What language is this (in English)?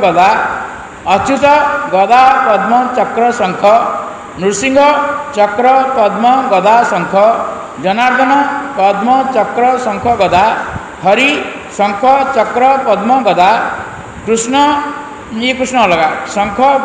Odia